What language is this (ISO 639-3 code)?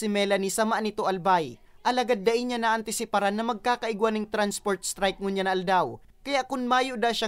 bik